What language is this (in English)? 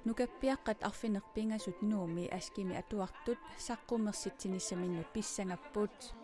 Kalaallisut